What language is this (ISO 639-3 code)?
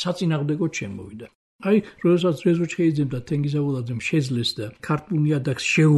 kat